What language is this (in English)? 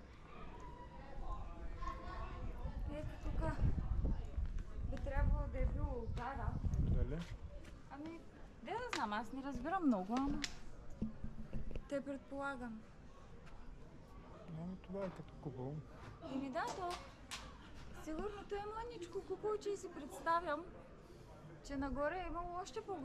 Bulgarian